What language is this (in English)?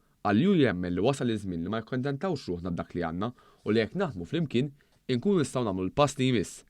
Maltese